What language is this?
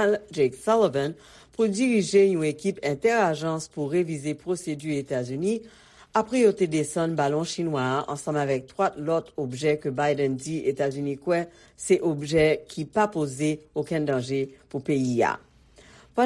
Haitian Creole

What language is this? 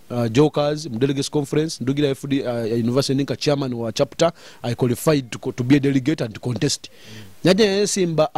Nyoro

